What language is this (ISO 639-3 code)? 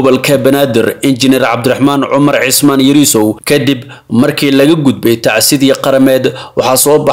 som